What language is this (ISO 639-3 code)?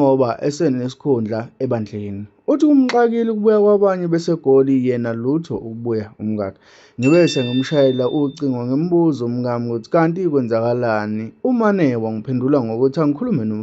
zul